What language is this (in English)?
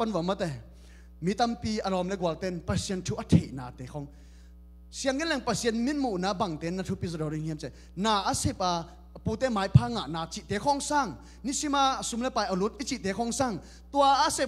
Tedim Chin